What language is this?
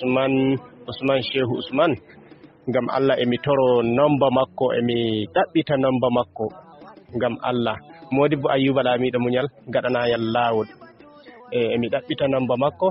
Fula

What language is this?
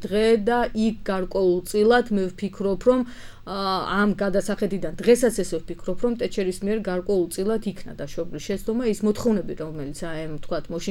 Georgian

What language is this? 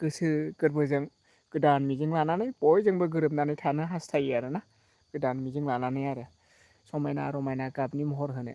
Bodo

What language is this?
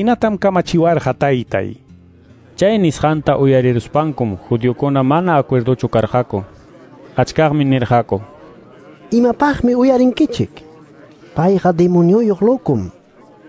Quechua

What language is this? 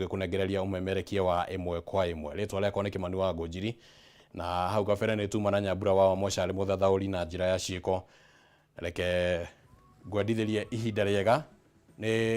Kikuyu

